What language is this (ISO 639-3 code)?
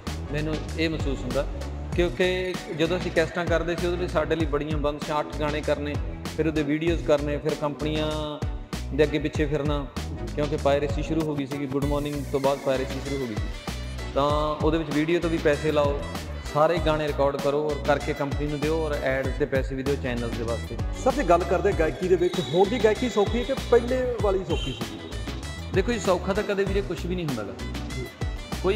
pan